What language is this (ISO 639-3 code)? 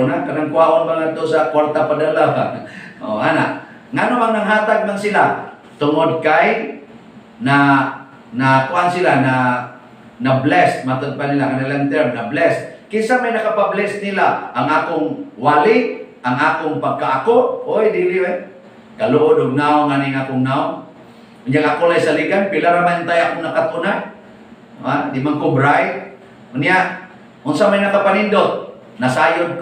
ceb